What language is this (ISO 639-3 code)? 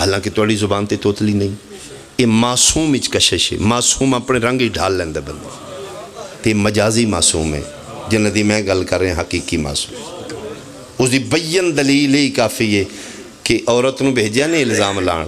phr